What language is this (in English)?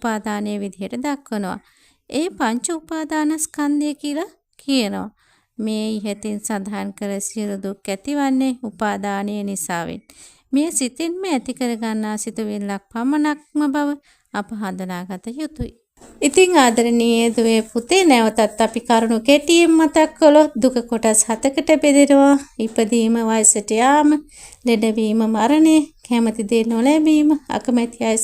Sinhala